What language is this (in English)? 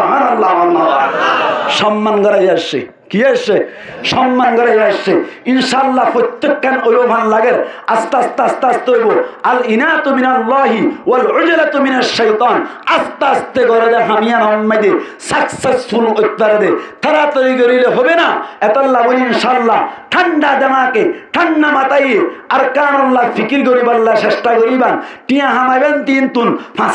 Rohingya